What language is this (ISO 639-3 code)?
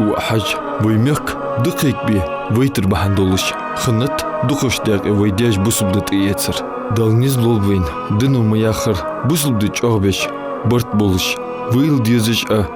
inh